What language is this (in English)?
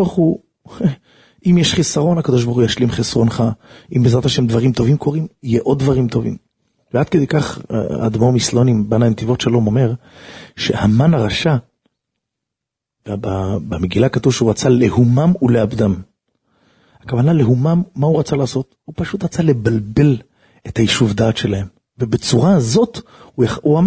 Hebrew